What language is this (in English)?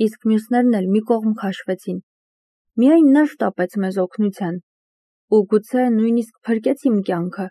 Armenian